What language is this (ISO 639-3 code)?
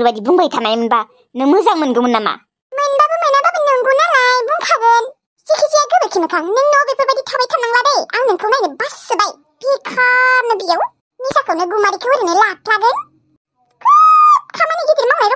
brx